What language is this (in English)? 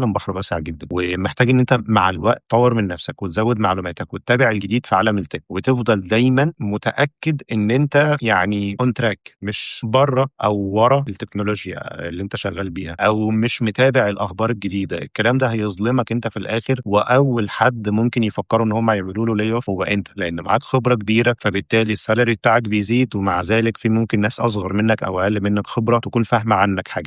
Egyptian Arabic